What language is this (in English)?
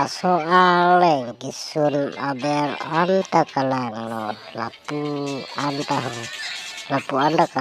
Karbi